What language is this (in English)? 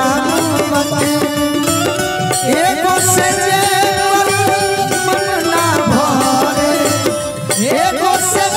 Bhojpuri